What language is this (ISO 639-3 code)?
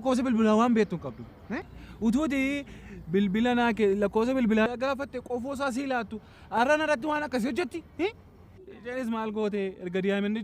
orm